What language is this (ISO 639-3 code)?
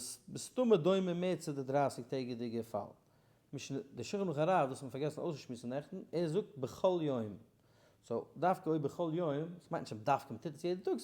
yid